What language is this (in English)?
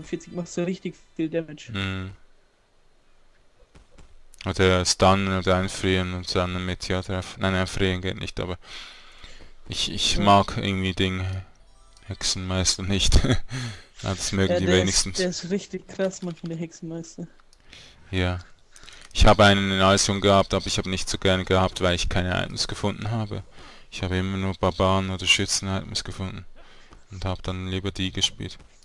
German